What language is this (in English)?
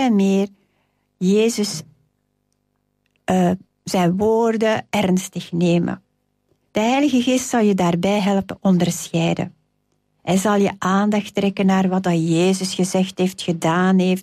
Dutch